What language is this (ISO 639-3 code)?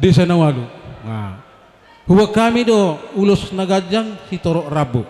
bbc